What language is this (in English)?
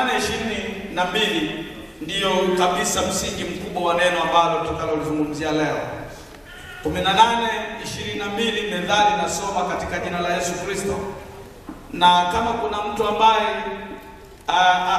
Swahili